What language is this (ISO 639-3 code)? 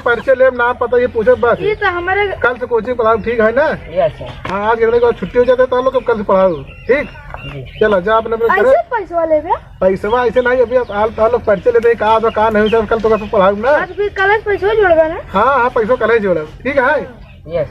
awa